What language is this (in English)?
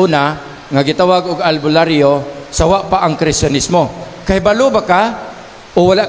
Cebuano